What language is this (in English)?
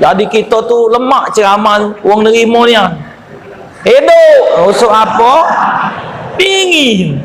Musi